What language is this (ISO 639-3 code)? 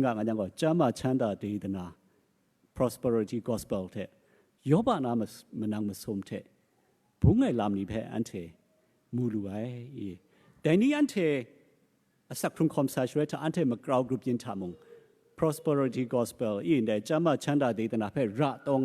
kac